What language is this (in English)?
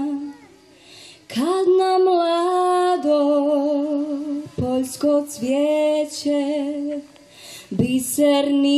Serbian